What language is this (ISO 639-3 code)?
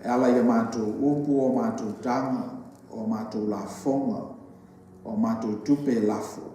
smo